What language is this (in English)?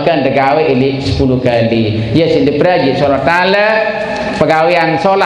Sasak